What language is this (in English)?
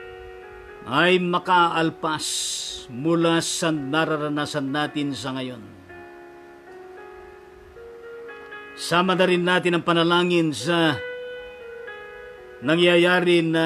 Filipino